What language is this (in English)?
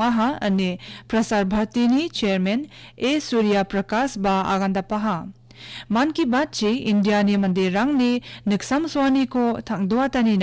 Garo